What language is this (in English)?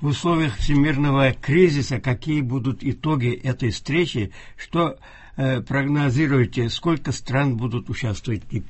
Tatar